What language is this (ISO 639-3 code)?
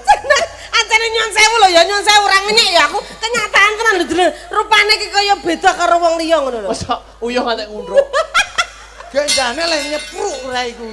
jav